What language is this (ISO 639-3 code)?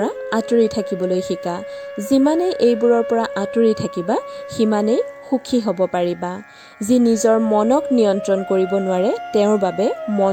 asm